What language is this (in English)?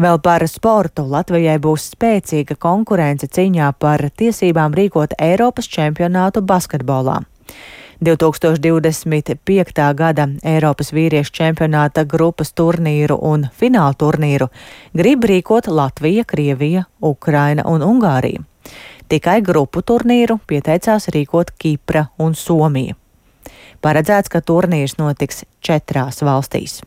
Latvian